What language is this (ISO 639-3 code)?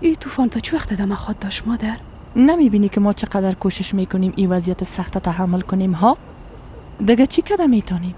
fas